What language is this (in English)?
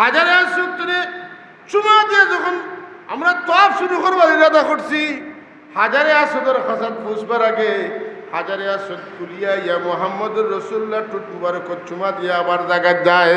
Sylheti